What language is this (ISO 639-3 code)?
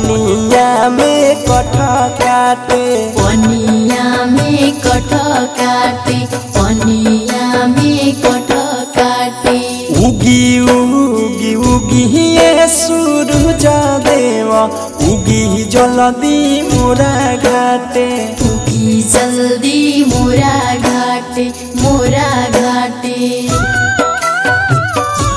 bho